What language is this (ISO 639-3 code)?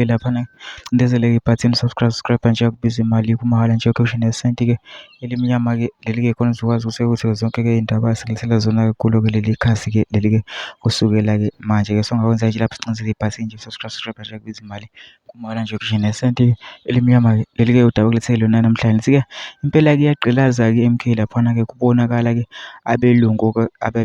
zul